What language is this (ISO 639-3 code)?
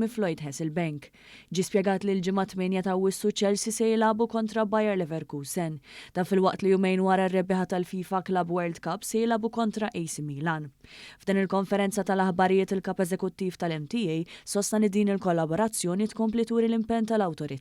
mlt